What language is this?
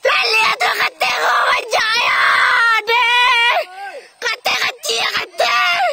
Minangkabau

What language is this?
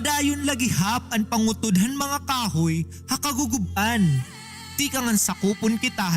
Waray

